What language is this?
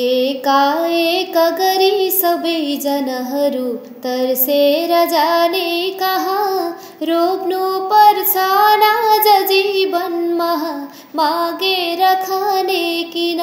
Nepali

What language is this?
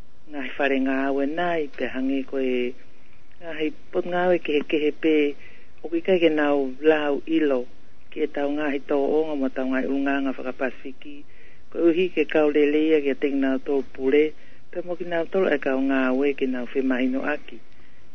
Tongan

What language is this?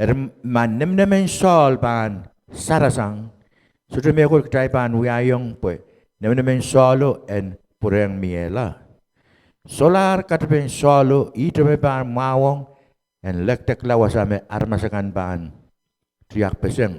Pohnpeian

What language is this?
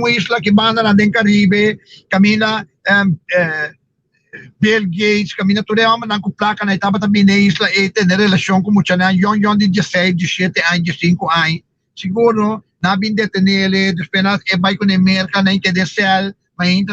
Papiamento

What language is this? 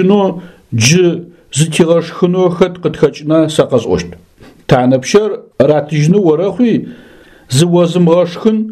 Adyghe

